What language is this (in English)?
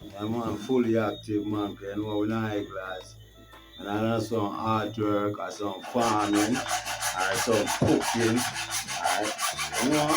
Jamaican Creole English